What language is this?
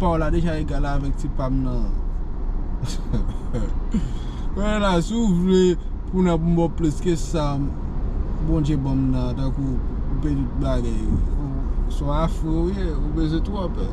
Haitian Creole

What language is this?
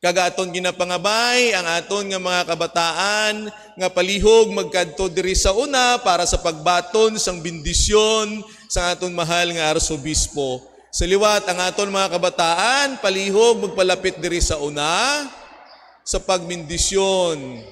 Hiligaynon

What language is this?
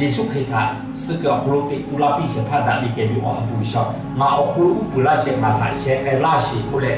Lahu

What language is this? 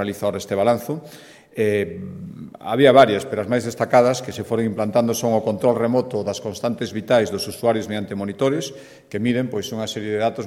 Galician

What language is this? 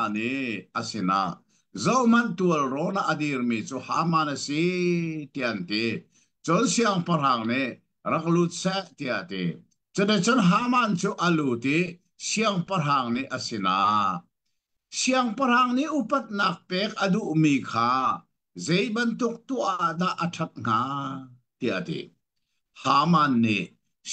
Hakha Chin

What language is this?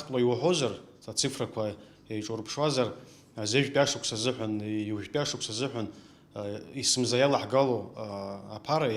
Abkhazian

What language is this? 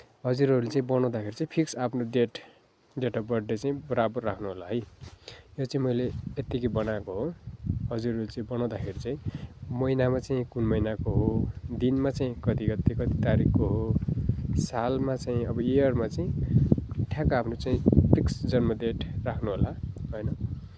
Nepali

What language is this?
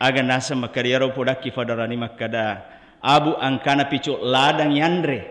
Buginese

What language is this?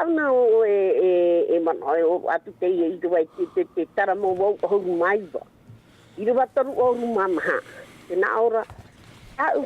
Tahitian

